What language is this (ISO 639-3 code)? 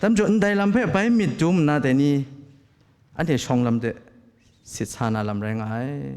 kac